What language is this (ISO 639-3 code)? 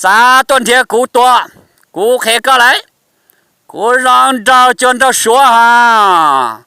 hmn